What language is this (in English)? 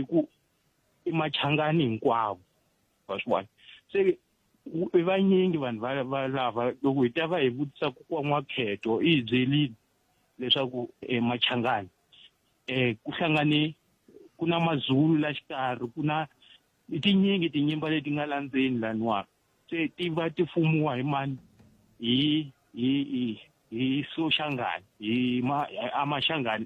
Tsonga